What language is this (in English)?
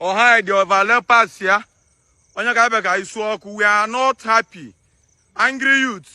Igbo